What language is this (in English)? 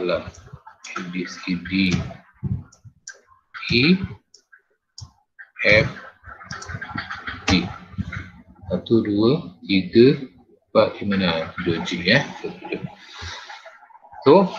Malay